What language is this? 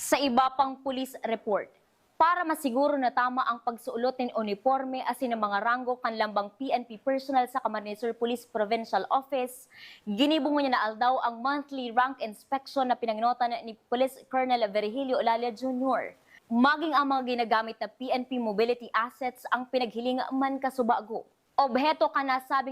Bikol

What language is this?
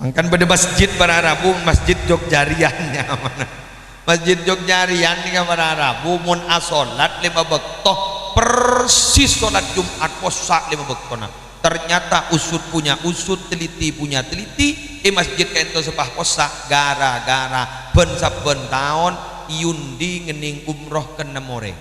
Madurese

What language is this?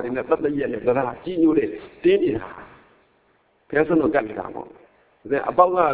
Burmese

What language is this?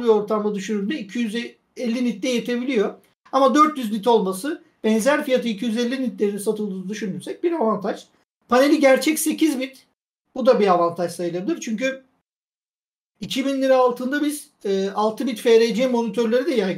Turkish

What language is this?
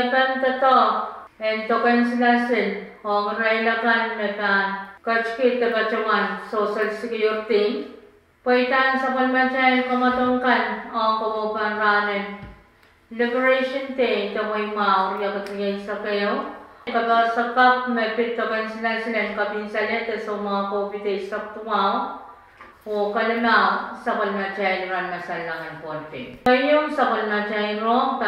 Pohnpeian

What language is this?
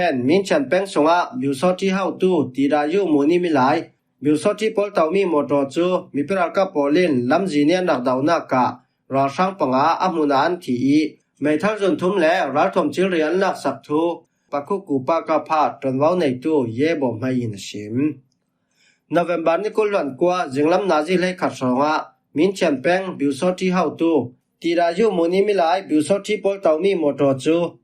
Falam Chin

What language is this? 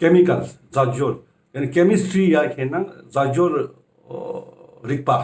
Ladakhi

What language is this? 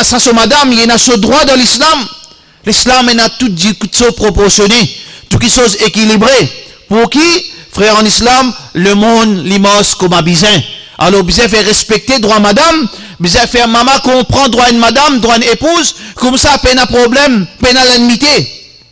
Morisyen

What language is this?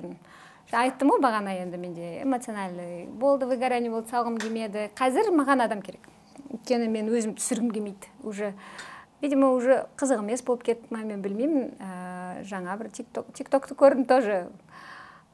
Kazakh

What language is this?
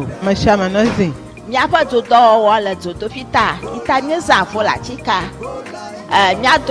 Ewe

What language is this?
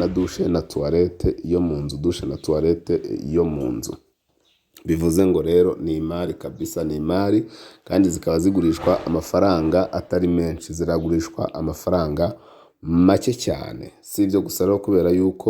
Kinyarwanda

